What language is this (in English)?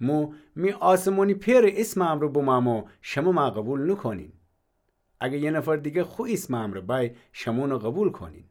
Gilaki